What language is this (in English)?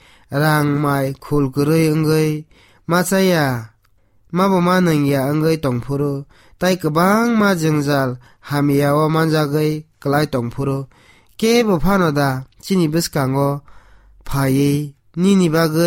Kok Borok